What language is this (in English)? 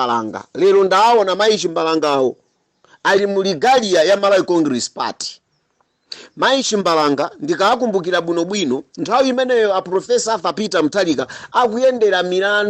Nyanja